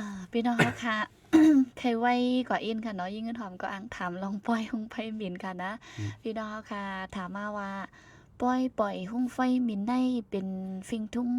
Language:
Shan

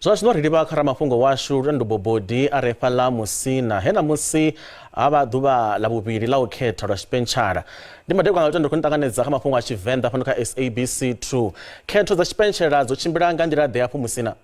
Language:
Venda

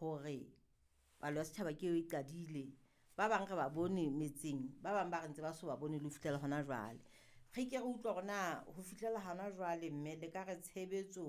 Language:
Southern Sotho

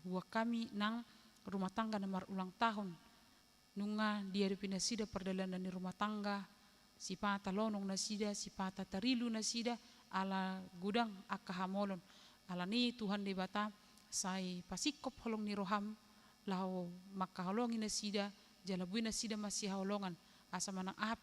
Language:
Batak Toba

